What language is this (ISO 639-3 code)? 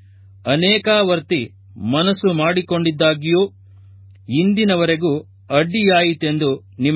kan